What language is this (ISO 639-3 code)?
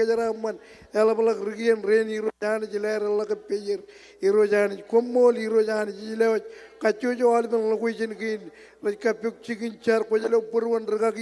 mah